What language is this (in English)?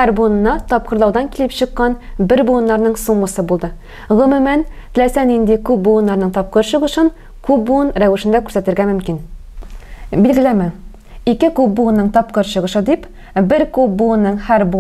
Tatar